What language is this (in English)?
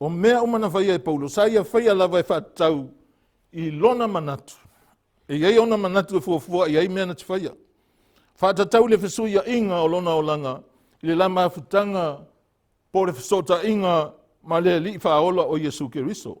Samoan